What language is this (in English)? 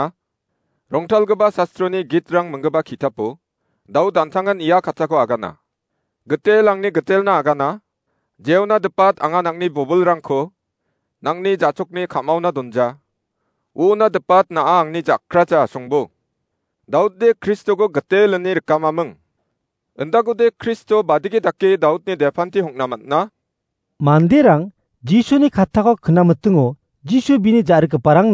Garo